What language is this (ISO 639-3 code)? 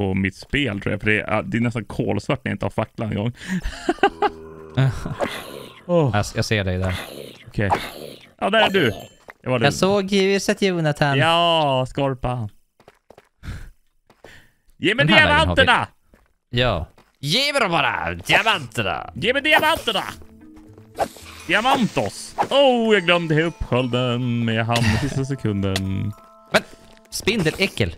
swe